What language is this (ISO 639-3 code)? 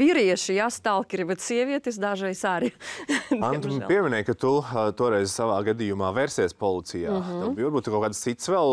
lav